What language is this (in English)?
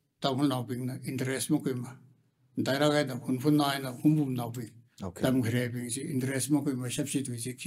Tangkhul Naga (India)